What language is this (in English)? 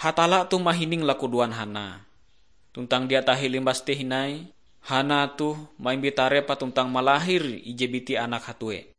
Ngaju